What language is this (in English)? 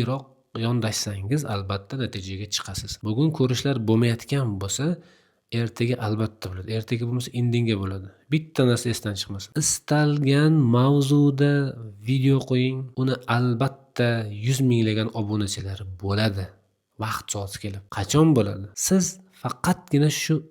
Uzbek